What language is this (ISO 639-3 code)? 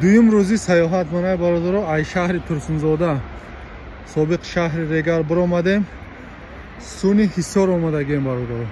tgk